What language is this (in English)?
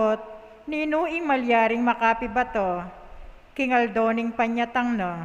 Pampanga